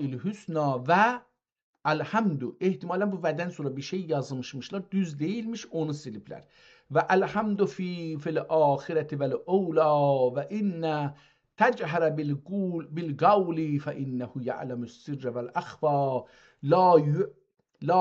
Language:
South Azerbaijani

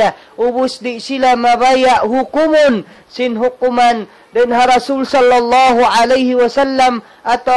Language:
Tausug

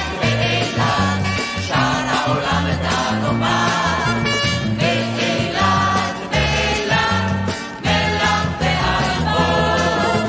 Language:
Hebrew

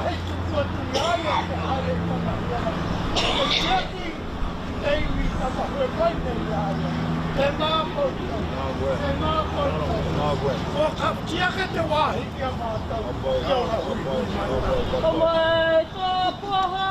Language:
Māori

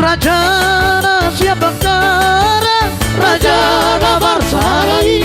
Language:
Batak Toba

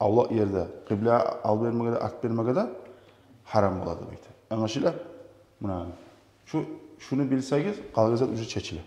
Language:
Kumyk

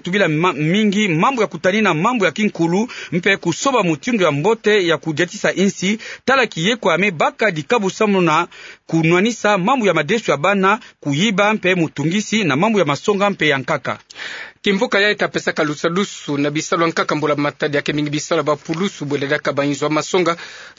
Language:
Kituba (Democratic Republic of Congo)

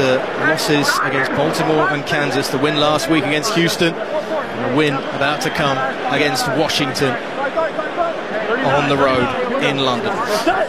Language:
English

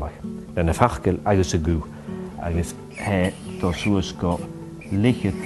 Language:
Scottish Gaelic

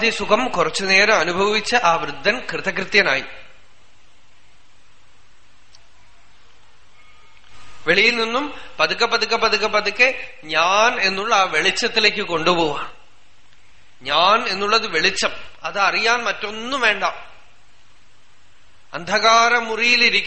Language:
Malayalam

